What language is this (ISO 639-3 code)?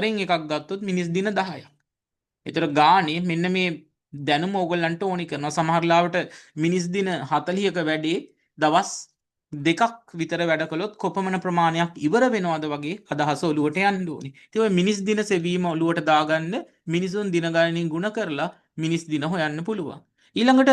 sin